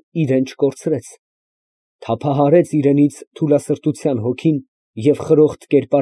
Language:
Armenian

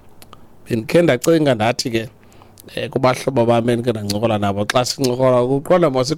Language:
Xhosa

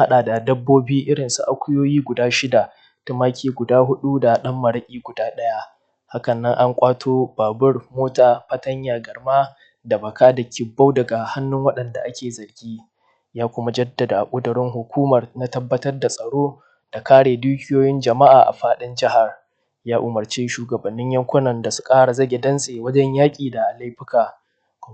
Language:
Hausa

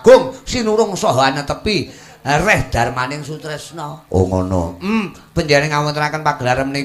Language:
Javanese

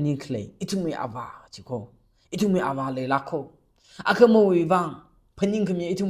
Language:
Tangkhul Naga (India)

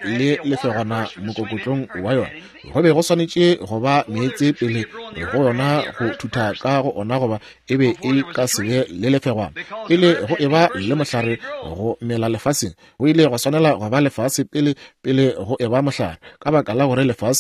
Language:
Northern Sotho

